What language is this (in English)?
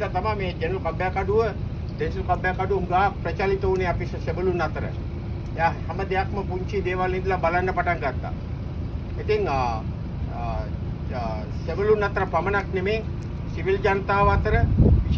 Sinhala